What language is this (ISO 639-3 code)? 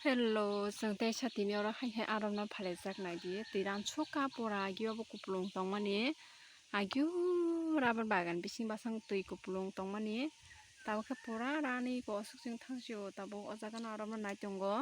trp